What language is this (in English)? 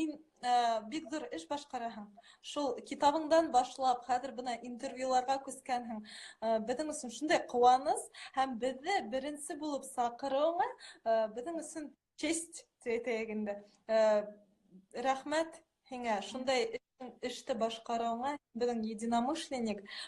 Bashkir